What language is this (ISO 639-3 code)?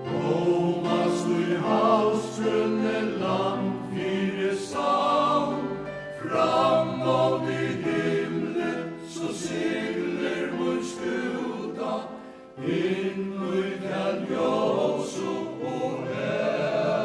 fao